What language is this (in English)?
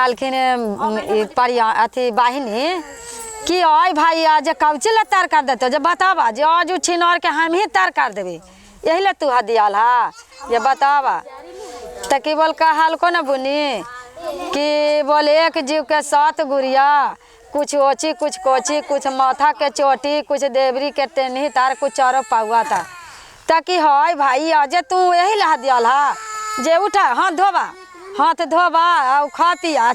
Magahi